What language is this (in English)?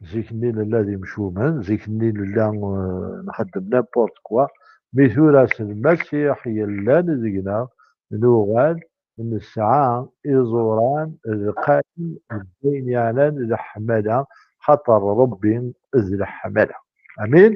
Kabyle